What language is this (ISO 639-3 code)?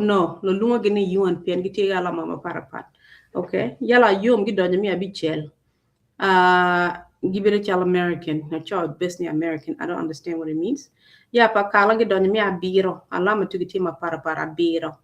ach